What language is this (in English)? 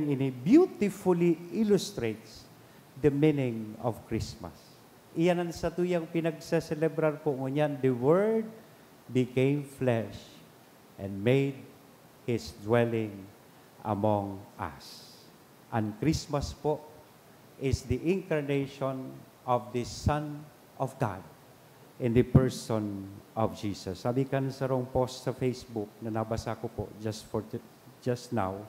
Bikol